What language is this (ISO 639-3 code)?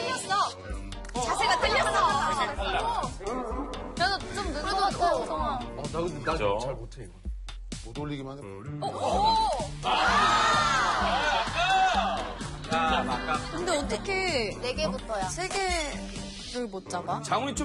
kor